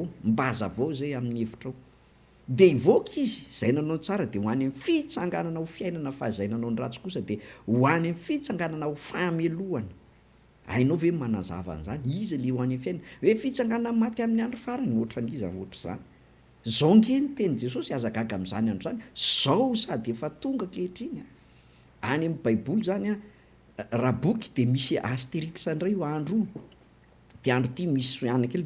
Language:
Malagasy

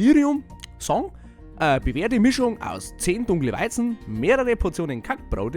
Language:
Bavarian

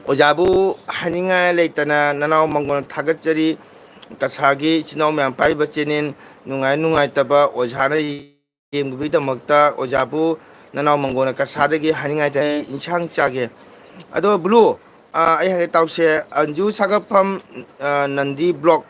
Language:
Manipuri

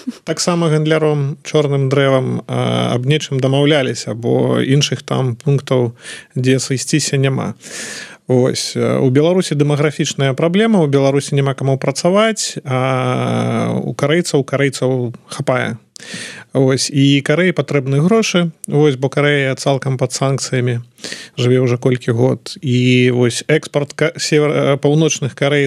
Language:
Belarusian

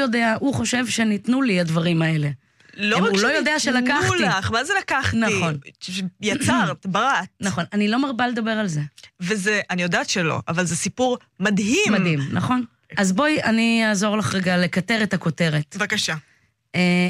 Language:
Hebrew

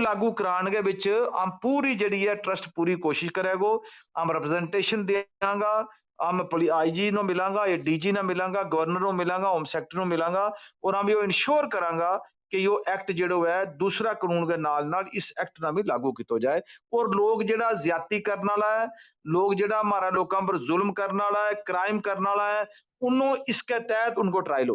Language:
Gujari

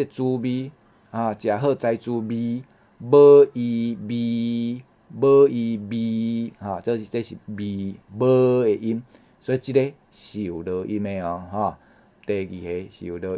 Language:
Min Nan Chinese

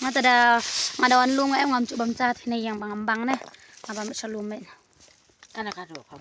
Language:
Khasi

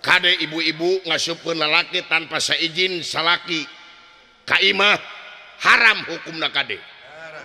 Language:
Sundanese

